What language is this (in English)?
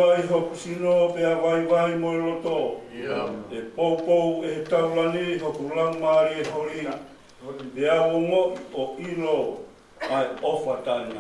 Tongan